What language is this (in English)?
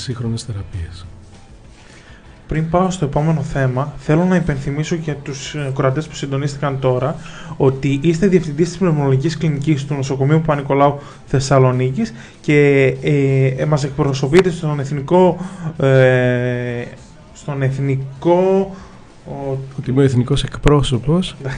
Greek